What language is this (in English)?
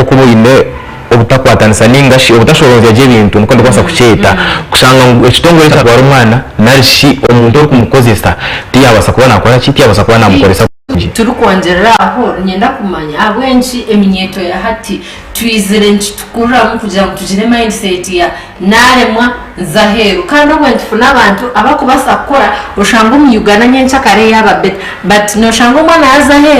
Nyankole